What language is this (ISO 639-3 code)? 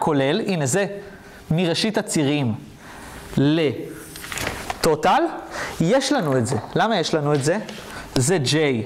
heb